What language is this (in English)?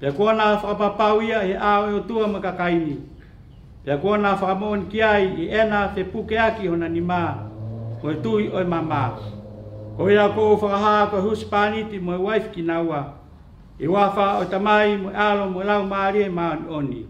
Tongan